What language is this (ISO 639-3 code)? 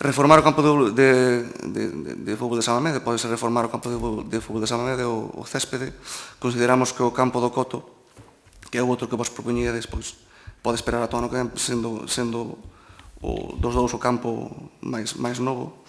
glg